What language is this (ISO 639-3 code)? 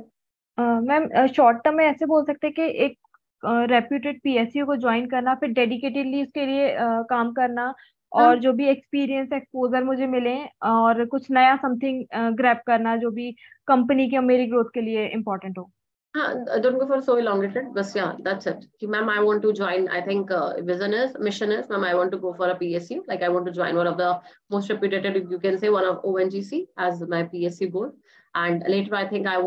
hin